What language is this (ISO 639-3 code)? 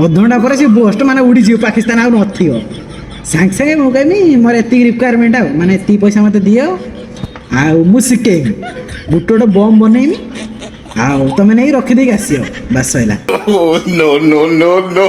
ori